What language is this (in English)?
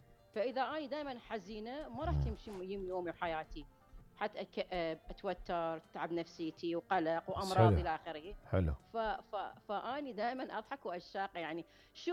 Mesopotamian Arabic